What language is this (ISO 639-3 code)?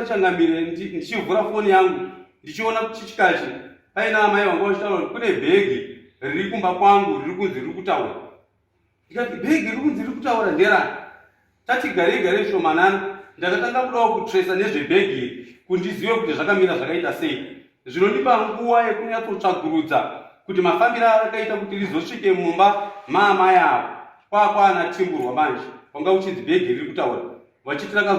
sna